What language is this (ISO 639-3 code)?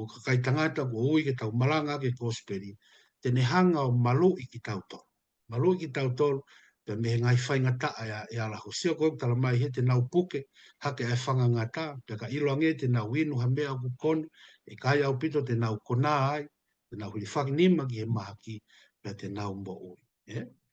ton